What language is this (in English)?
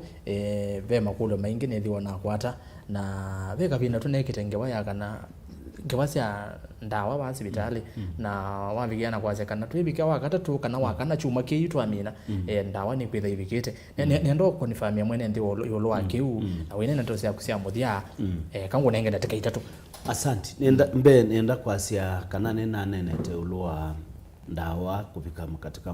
Kamba